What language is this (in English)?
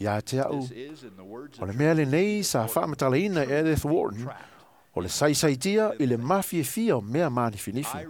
Samoan